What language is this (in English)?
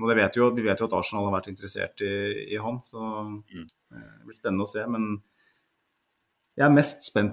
Norwegian